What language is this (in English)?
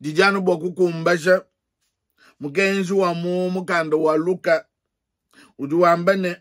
Luba-Lulua